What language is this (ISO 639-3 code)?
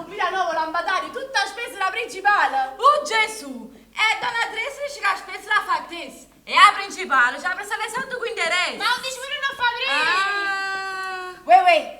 nap